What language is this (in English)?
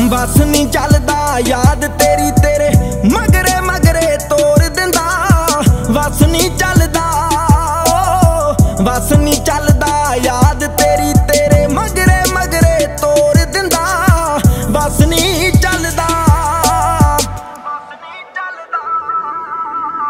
Punjabi